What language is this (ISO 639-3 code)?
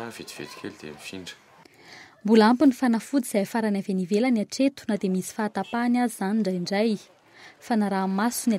mlg